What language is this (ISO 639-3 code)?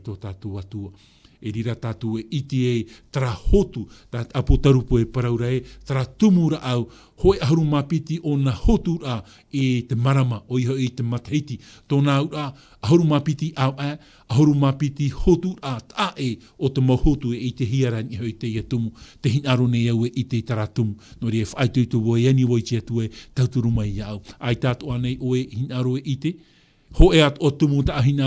tah